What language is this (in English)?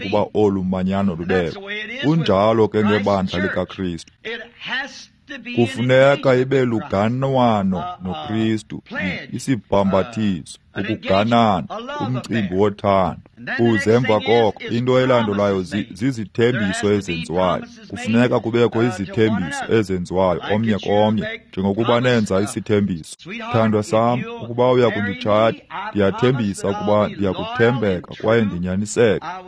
Xhosa